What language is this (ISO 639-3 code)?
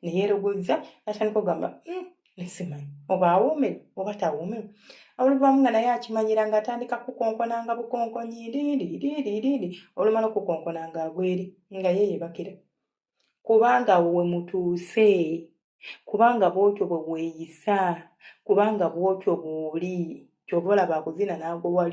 lug